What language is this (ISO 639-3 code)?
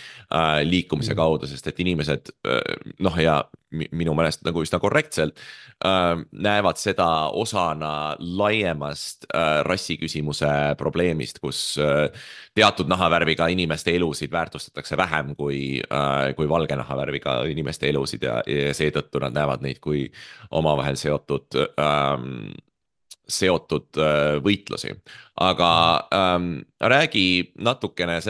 est